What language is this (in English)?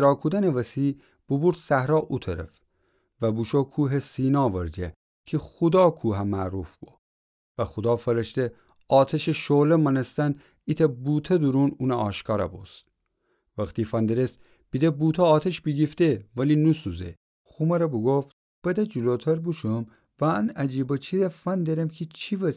Gilaki